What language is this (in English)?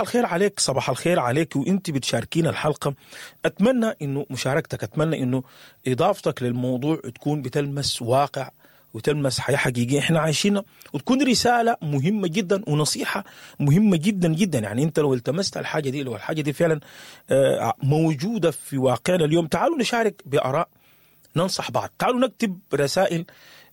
Sudanese Arabic